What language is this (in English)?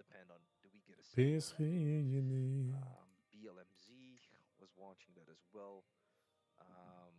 Yiddish